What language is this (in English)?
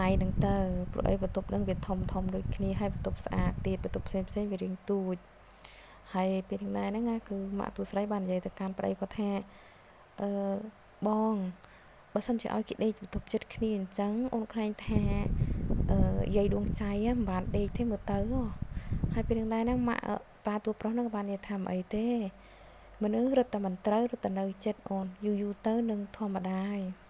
Khmer